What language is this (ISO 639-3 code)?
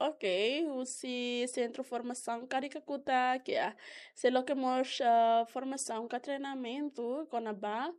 tet